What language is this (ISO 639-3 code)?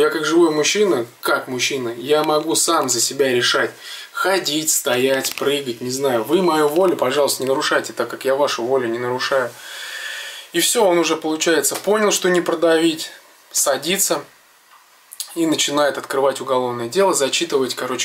rus